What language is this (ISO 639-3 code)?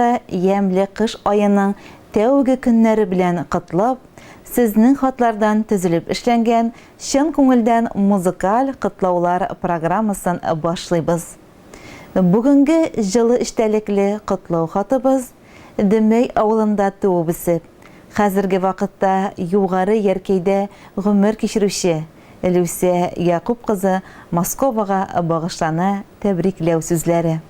tat